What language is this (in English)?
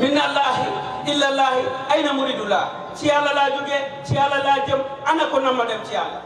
Wolof